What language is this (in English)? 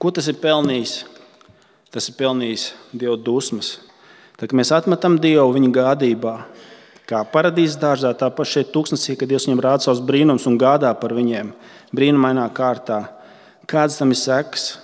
Latvian